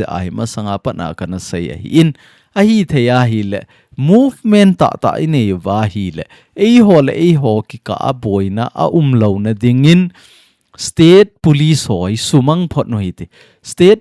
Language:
Thado Chin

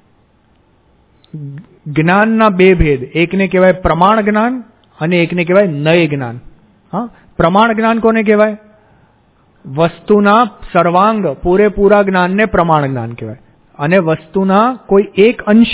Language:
Gujarati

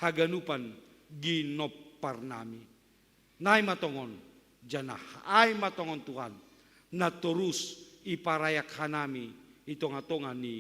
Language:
Batak Simalungun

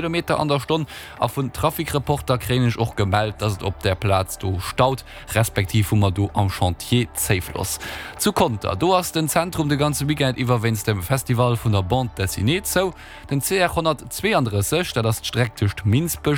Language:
Luxembourgish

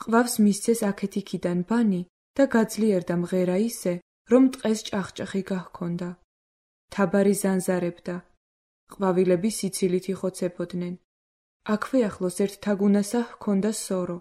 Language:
Georgian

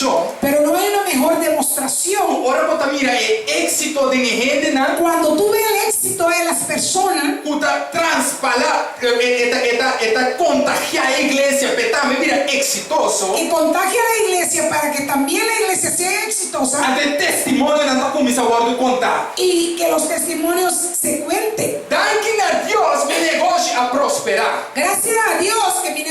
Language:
Papiamento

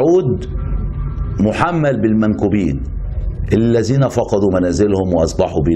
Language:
Egyptian Arabic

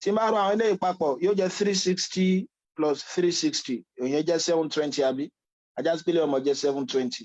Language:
Yoruba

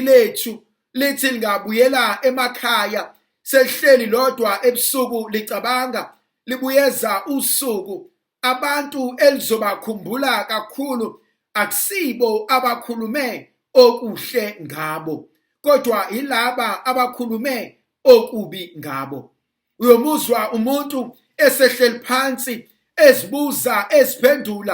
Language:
Zulu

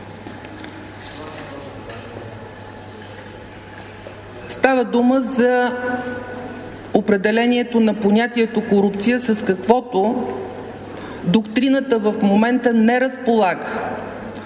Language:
Bulgarian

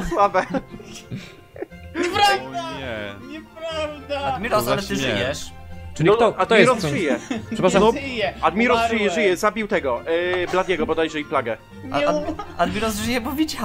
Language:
Polish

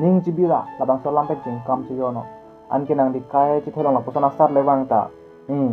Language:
Karbi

